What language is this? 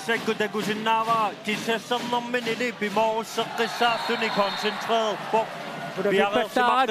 Kalaallisut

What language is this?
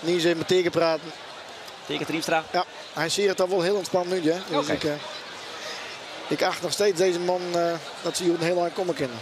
Western Frisian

